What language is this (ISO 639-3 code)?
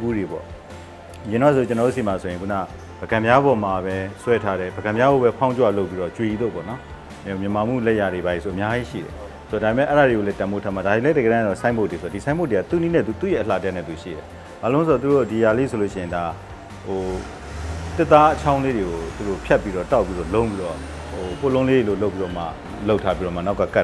mya